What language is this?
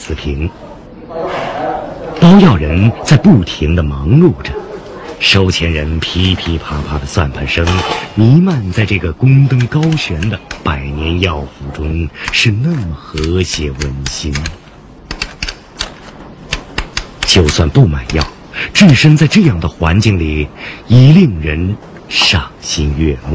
Chinese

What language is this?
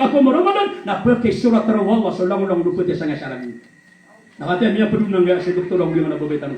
Maranao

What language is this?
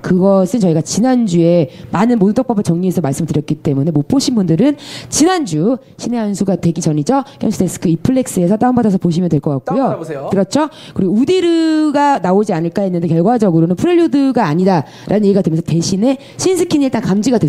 Korean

